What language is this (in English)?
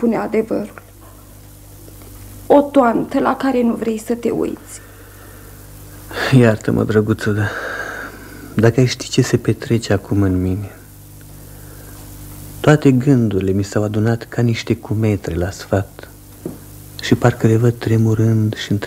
Romanian